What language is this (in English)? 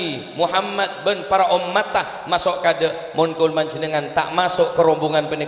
Madurese